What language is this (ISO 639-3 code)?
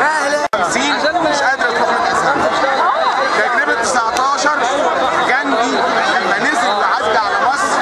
arz